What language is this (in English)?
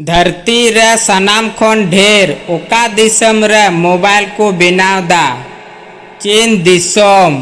Santali